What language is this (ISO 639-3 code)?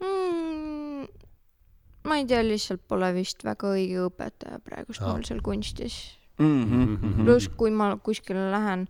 est